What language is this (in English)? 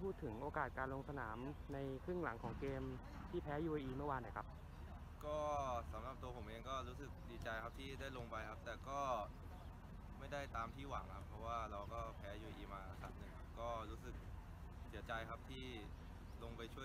Thai